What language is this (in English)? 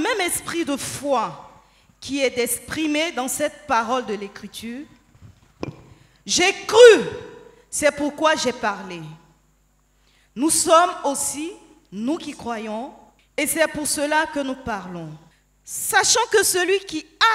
French